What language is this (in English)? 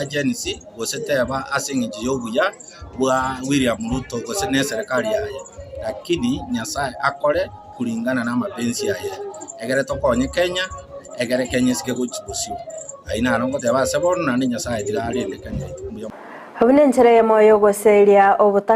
Gusii